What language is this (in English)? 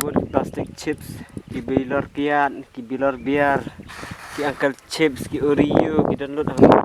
Khasi